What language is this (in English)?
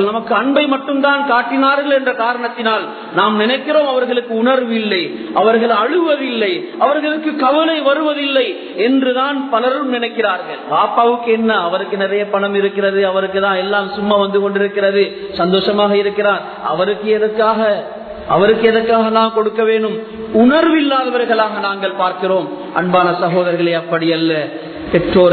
Tamil